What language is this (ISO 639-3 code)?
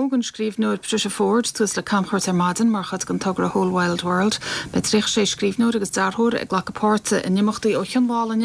gle